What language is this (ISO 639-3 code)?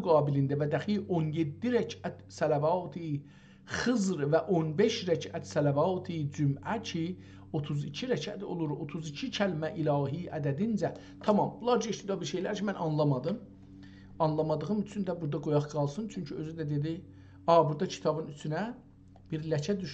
azb